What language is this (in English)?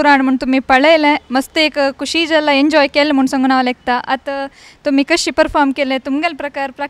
Konkani